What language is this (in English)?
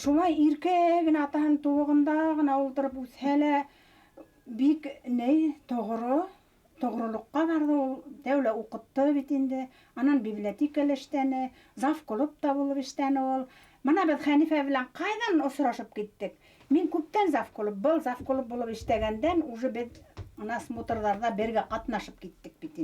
Bashkir